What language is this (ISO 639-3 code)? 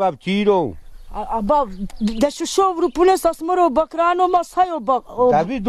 ron